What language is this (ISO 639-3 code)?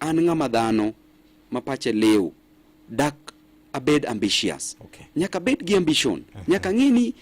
luo